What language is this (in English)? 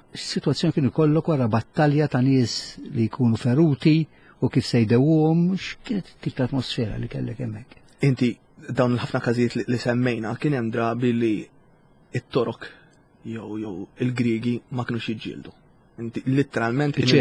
Maltese